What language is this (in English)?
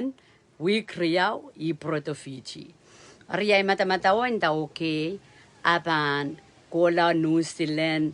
Pohnpeian